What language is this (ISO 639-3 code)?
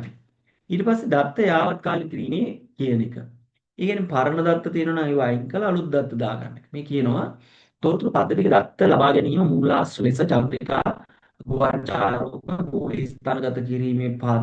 sin